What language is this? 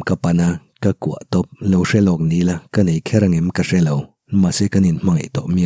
Mizo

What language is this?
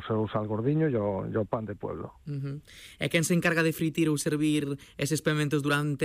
Galician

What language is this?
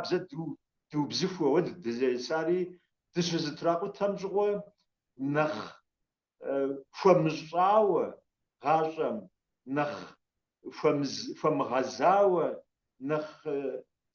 Kabardian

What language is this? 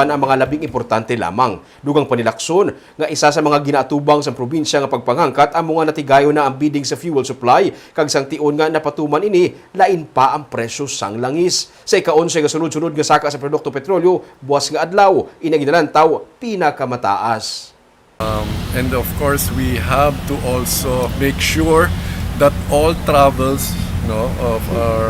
Hiligaynon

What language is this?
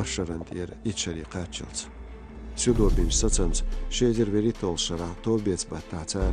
Chechen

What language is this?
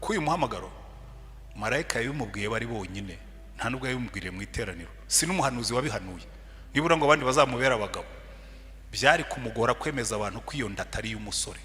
Kinyarwanda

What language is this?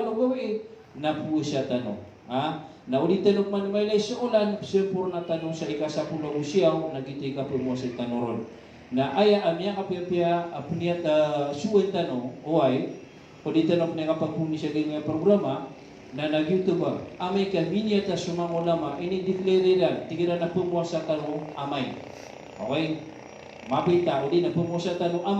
Maranao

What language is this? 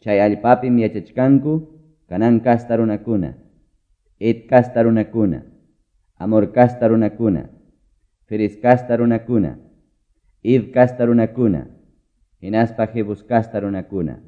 Quechua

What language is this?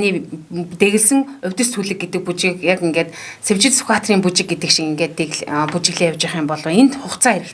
Mongolian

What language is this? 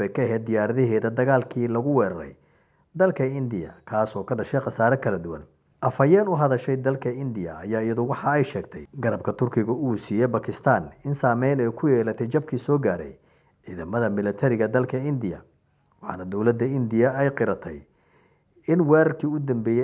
Somali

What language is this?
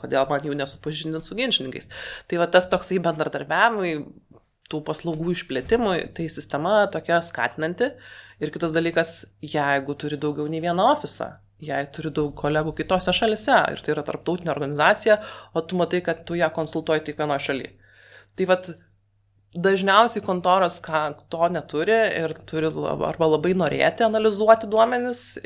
Lithuanian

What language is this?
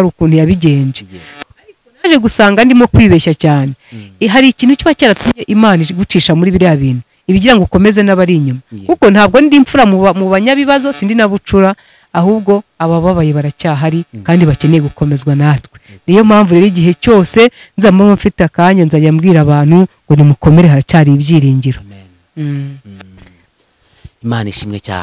Kinyarwanda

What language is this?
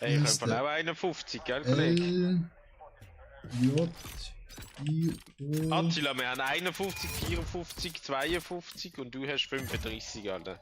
Swiss German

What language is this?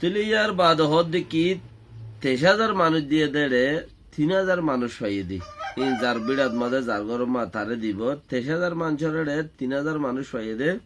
Rohingya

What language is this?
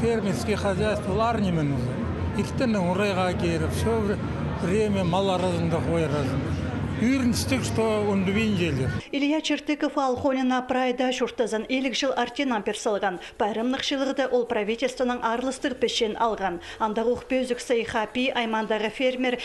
Khakas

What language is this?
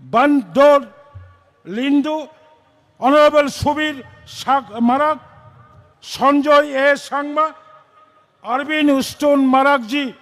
Kok Borok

